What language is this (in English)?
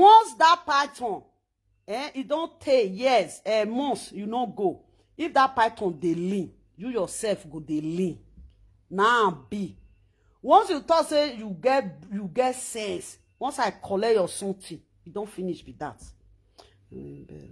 Nigerian Pidgin